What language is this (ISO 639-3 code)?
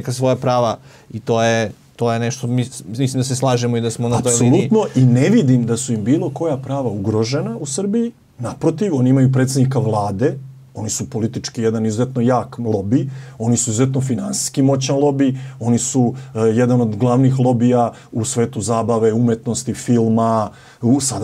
srp